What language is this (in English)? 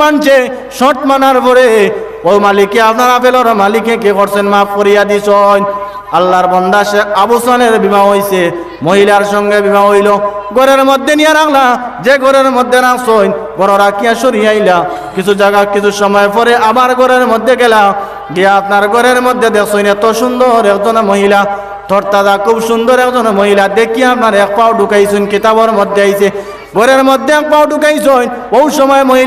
Sylheti